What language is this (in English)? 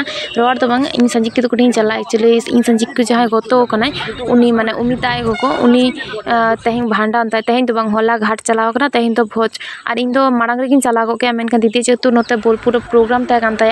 Santali